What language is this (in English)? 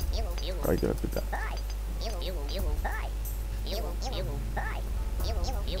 Finnish